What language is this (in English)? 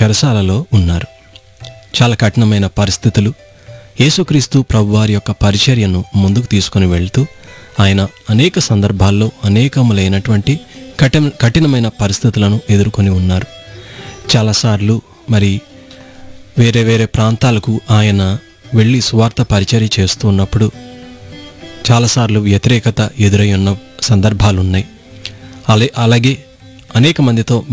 Telugu